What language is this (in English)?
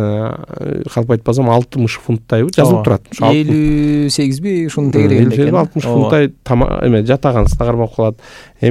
Kyrgyz